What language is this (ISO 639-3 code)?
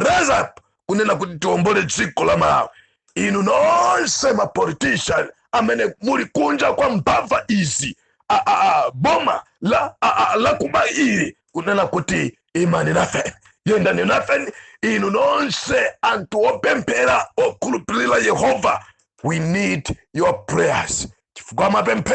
nya